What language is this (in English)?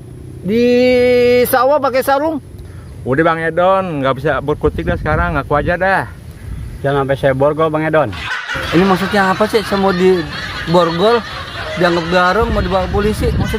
Betawi